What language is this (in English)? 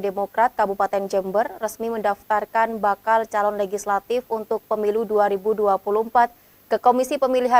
Indonesian